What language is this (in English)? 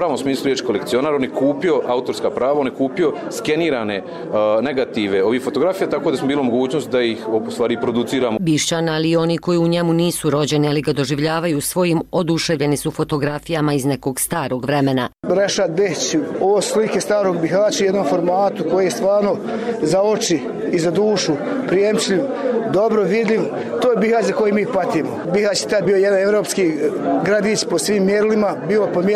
Bosnian